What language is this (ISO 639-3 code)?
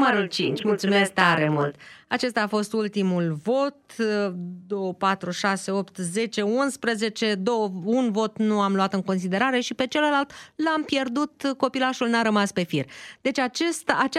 ron